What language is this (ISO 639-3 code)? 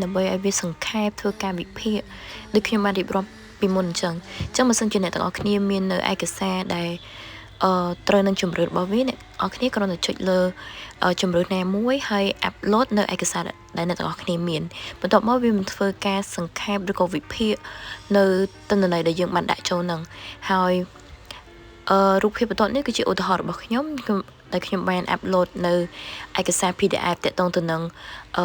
khm